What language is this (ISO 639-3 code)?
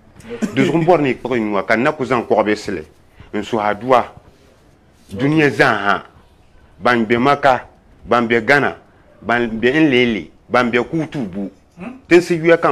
dag